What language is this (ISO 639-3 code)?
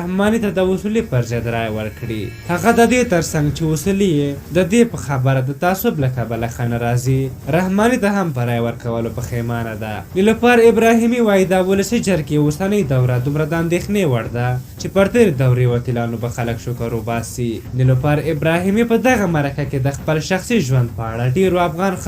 pus